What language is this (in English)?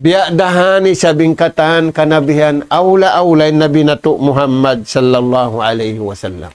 Tausug